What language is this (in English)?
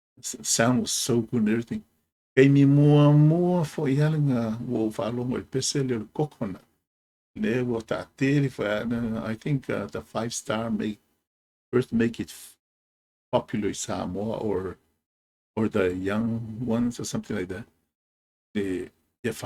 Samoan